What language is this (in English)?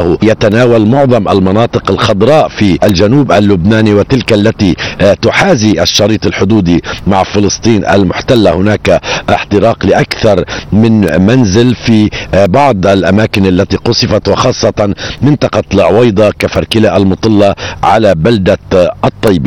Arabic